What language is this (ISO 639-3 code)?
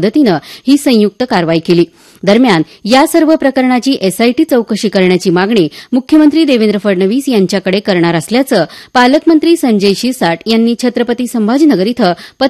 mar